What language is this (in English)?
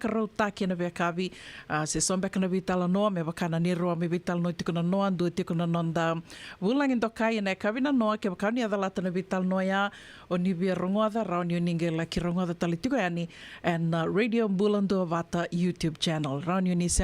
Fijian